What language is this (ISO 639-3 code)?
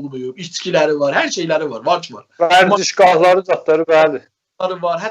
azb